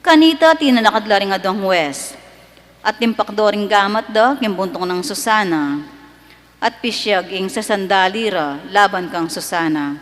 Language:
Pampanga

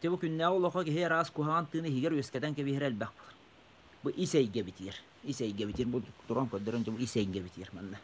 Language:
Yakut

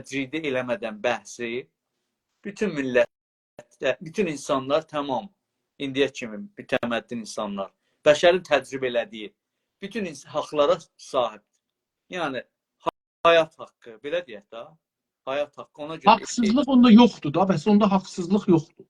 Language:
South Azerbaijani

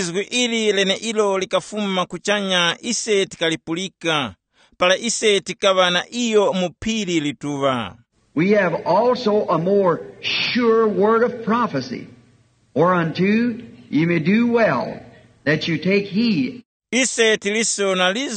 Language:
Tumbuka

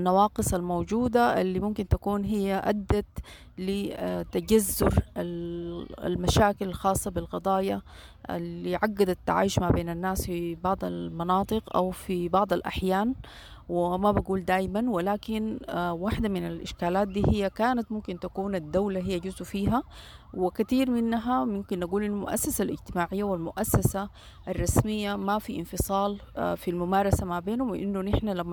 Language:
Sudanese Arabic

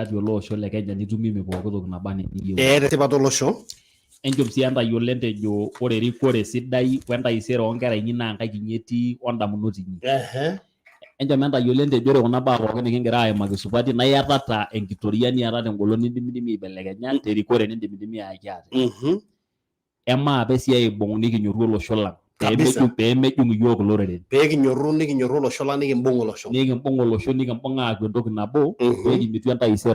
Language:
Masai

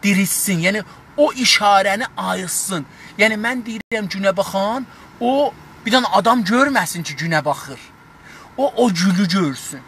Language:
South Azerbaijani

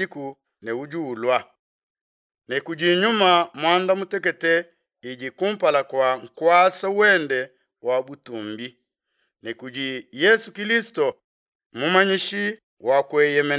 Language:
Luba-Lulua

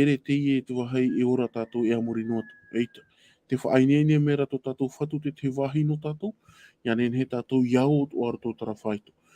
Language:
Tahitian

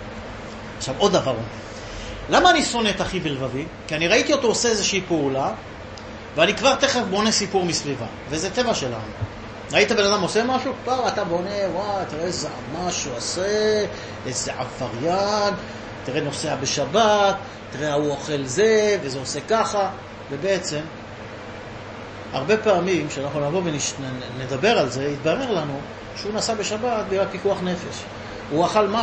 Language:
Hebrew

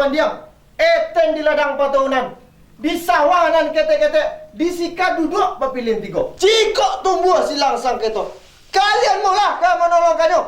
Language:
Minangkabau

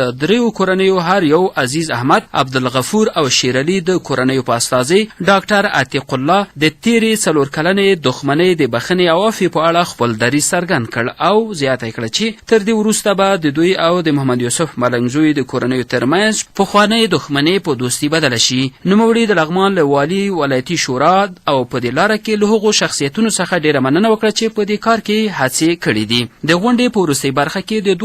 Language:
Pashto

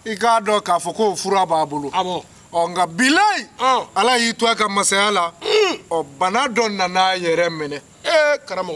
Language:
Bambara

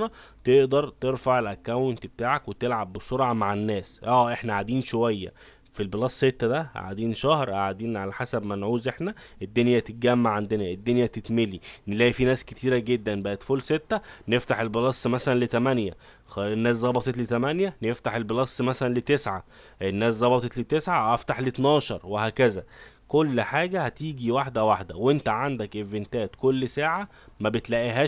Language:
Egyptian Arabic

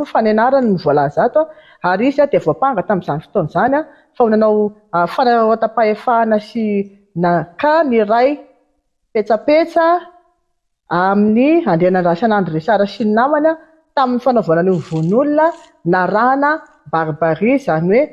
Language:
Malagasy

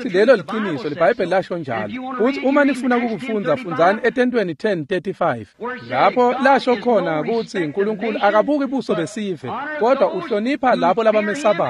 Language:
Swati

